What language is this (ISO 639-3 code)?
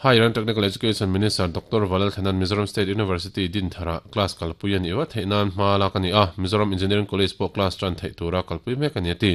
lus